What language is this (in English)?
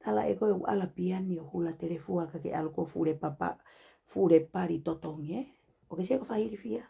Tongan